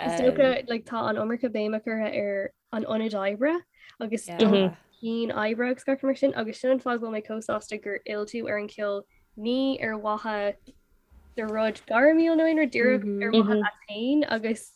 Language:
Irish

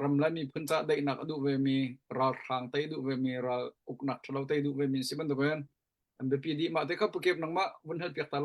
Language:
Hakha Chin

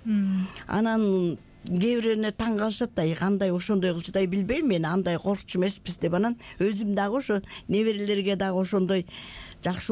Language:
Kyrgyz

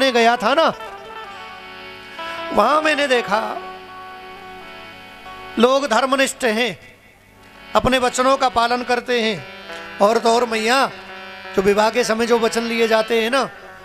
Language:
Hindi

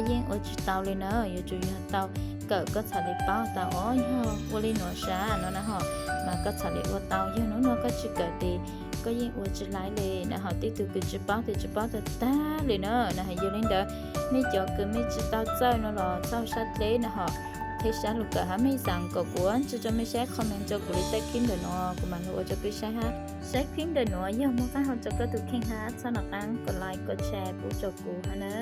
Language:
Hmong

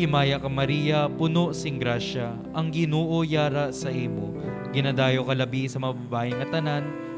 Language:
Hiligaynon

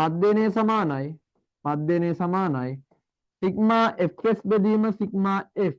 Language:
Sinhala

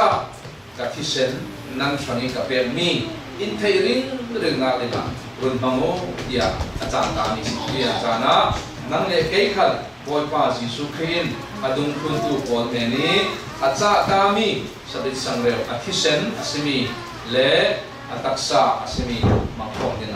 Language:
Falam Chin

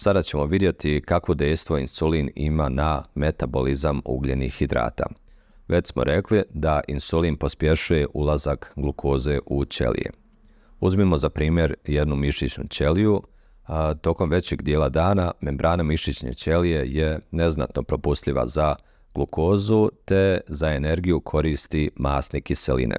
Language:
Bosnian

